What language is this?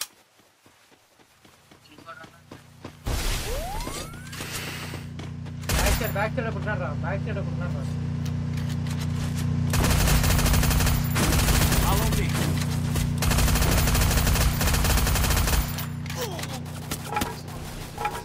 Telugu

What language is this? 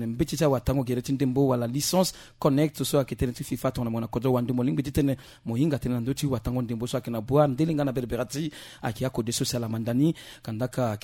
Sango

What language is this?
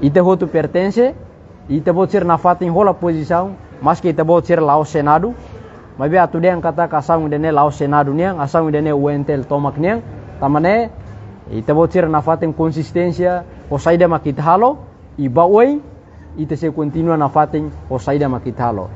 Tetum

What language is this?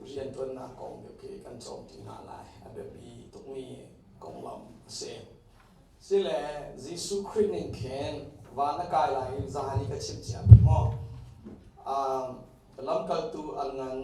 Hakha Chin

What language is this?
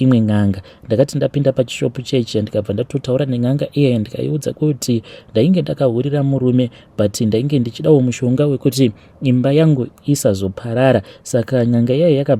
Shona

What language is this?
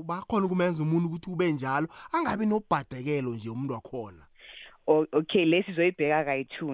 South Ndebele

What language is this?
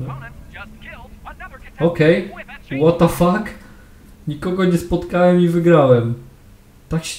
Polish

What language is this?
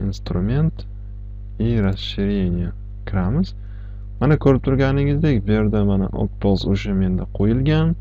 Uzbek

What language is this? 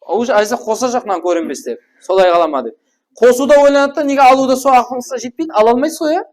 Kara-Kalpak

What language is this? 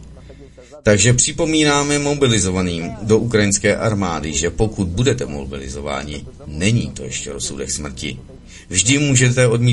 Czech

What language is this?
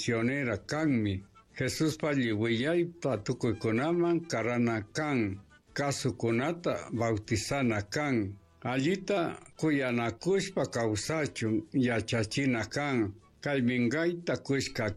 Chimborazo Highland Quichua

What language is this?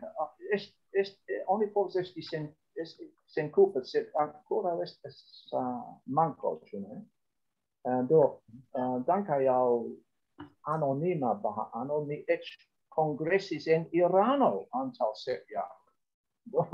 Esperanto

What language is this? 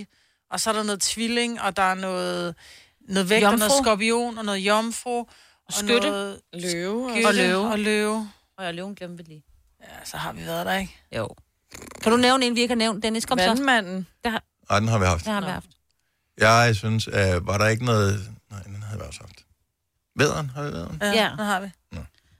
Danish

